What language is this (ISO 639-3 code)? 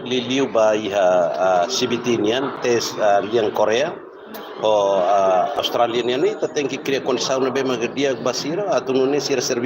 tet